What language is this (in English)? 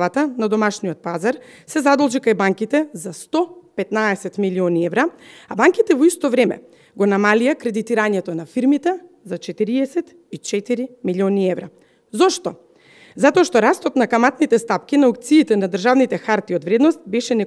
Macedonian